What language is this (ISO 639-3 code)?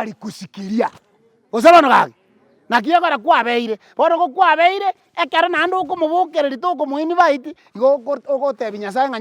guz